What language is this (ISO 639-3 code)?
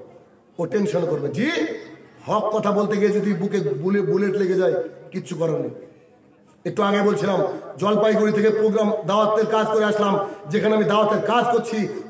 ben